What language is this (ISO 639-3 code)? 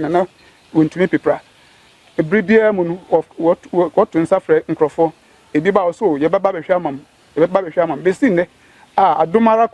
aka